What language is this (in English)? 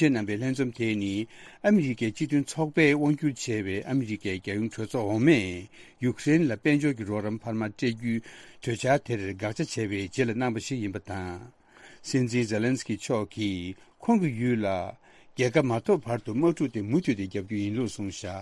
Tibetan